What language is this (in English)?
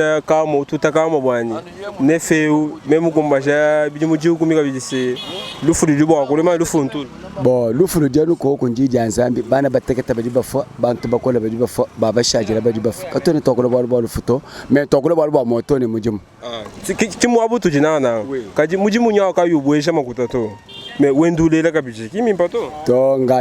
Luba-Lulua